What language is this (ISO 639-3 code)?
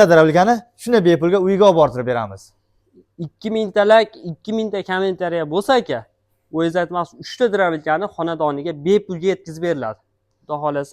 uzb